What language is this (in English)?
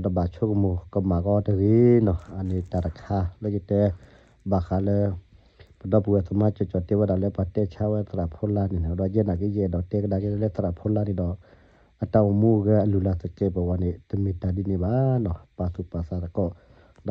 S'gaw Karen